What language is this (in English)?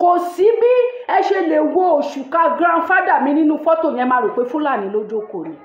Yoruba